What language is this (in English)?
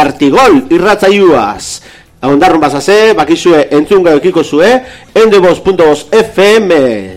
Basque